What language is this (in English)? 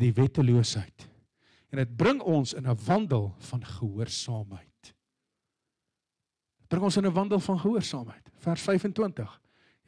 Afrikaans